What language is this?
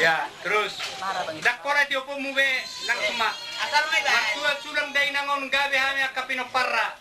Batak Toba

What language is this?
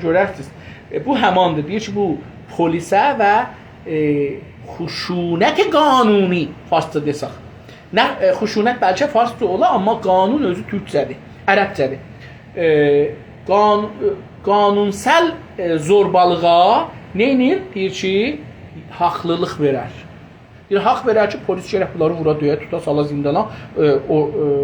South Azerbaijani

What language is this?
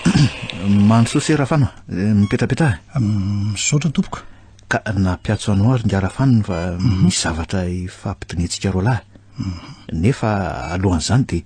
Malagasy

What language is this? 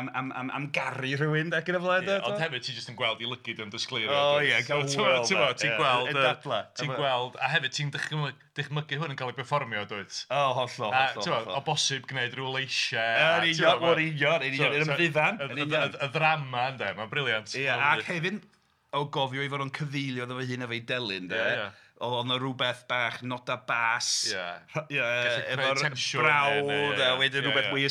Welsh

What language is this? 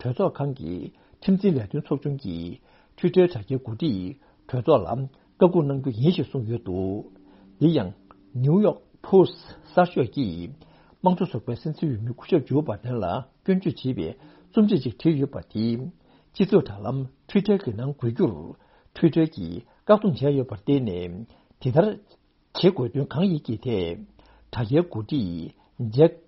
Tibetan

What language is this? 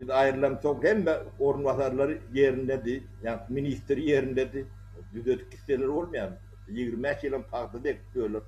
Turkmen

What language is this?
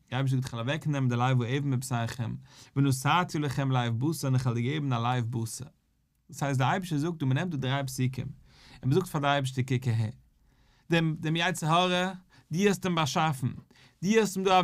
Yiddish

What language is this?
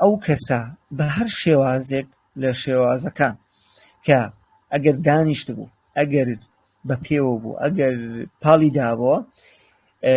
Central Kurdish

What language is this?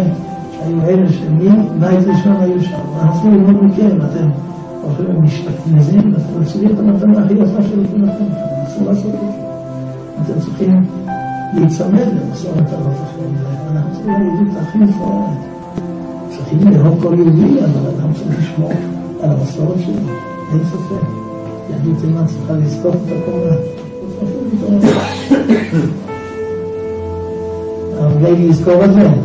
Hebrew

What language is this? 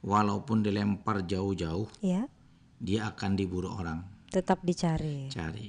Banjar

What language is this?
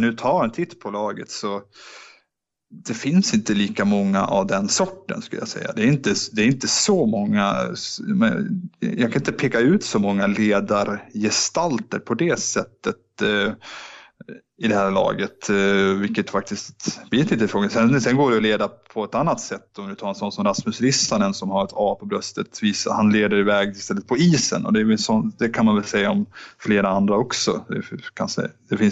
Swedish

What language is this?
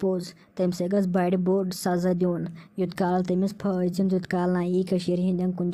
Kashmiri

